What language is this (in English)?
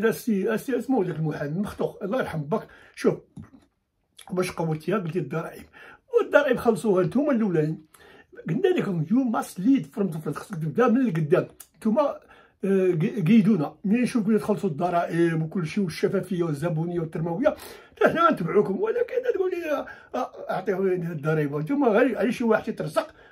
Moroccan Arabic